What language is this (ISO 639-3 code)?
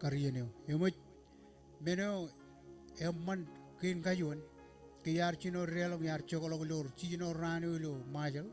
mah